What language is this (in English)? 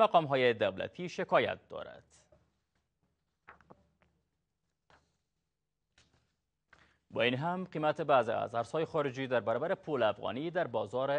Persian